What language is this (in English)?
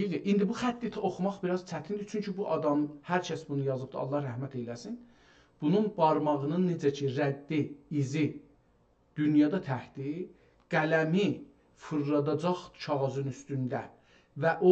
South Azerbaijani